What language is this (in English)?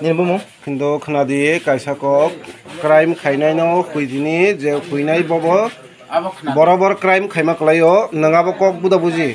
Kok Borok